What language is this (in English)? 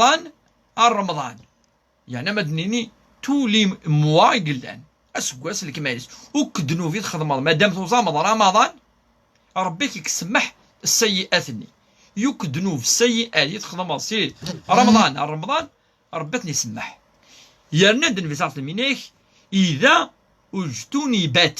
Kabyle